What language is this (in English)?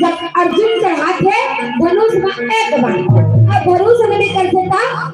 Chhattisgarhi